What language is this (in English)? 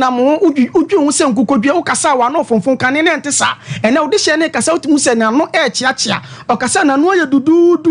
Akan